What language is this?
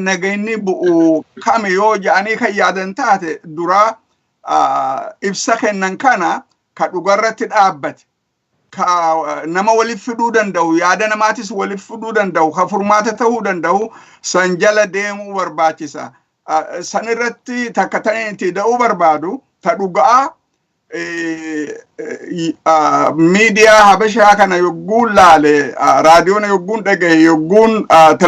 Oromo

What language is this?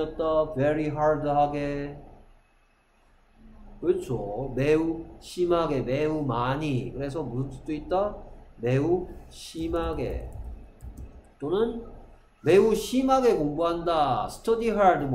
Korean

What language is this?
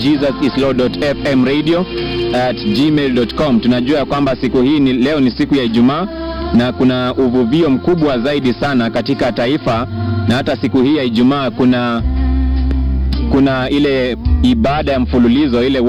Swahili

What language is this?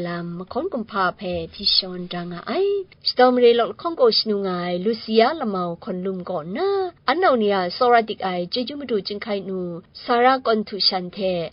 Kachin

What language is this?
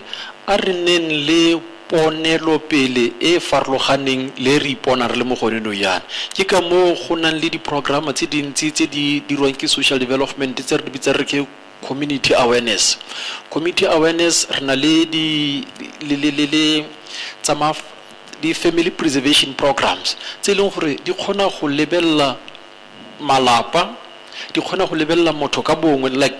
Tswana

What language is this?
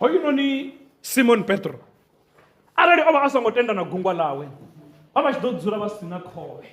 Venda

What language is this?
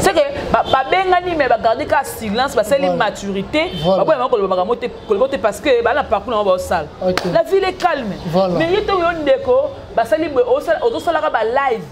Lingala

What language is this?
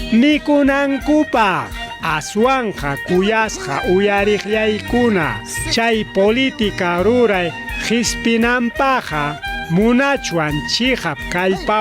Ayacucho Quechua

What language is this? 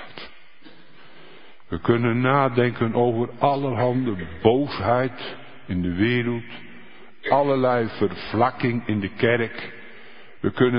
Dutch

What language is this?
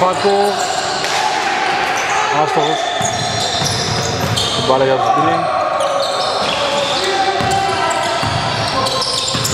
Greek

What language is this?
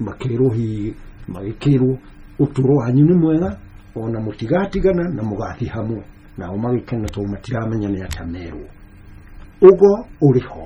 Kikuyu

